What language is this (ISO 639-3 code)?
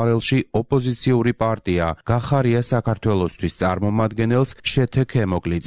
kat